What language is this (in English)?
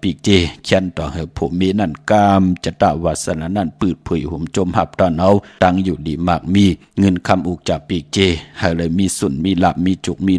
Shan